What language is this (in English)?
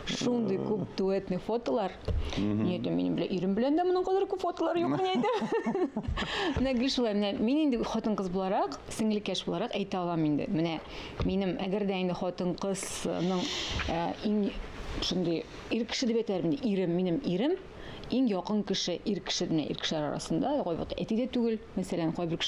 Tatar